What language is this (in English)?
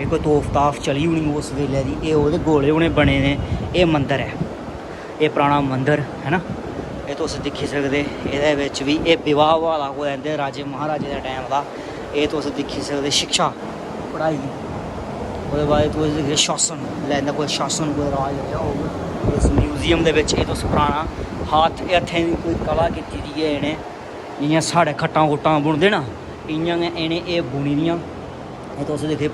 Dogri